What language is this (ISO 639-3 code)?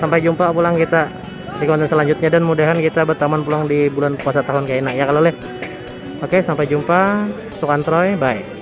bjn